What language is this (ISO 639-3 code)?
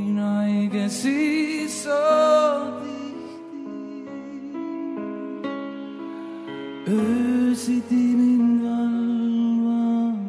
est